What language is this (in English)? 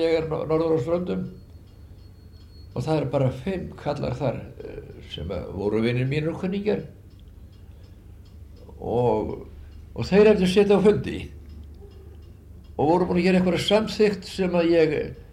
Icelandic